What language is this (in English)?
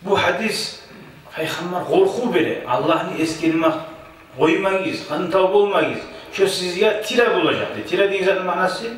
Kumyk